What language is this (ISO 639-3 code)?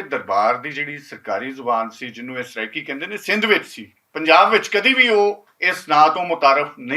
lah